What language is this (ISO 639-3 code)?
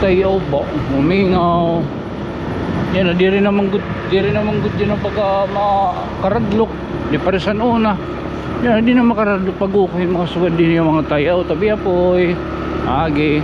war